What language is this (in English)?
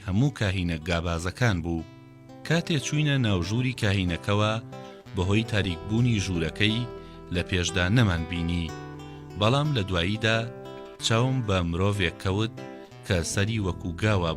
Central Kurdish